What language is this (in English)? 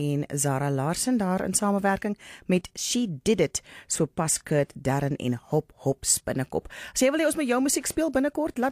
Afrikaans